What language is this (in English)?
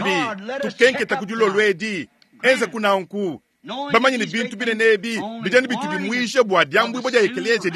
Luba-Lulua